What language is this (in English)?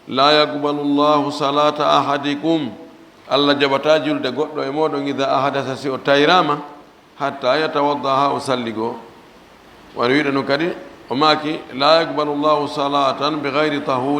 Fula